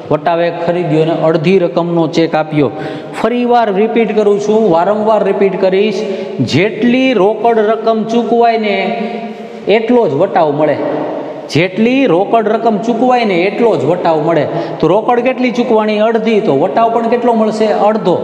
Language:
Gujarati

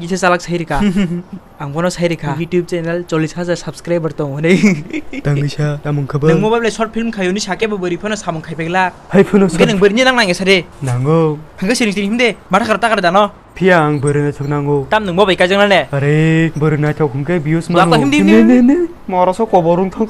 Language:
Kok Borok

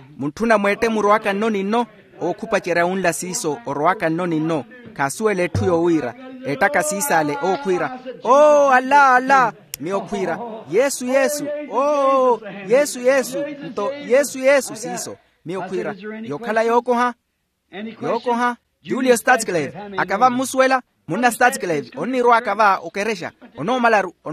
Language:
Makhuwa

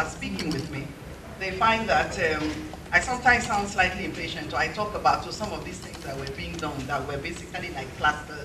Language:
Nigerian Pidgin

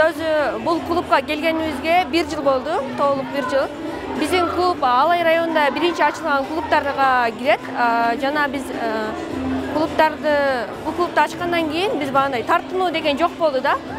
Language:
Kyrgyz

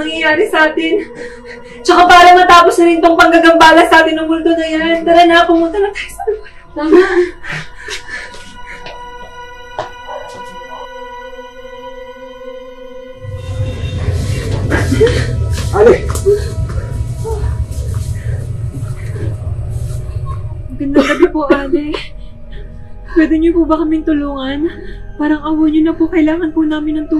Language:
Filipino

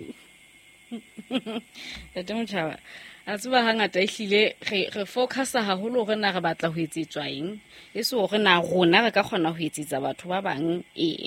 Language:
Southern Sotho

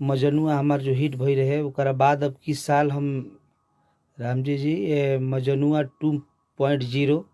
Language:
Bhojpuri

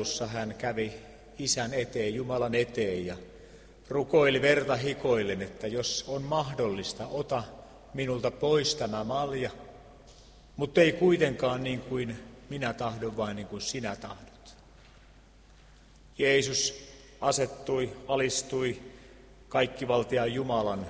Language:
Finnish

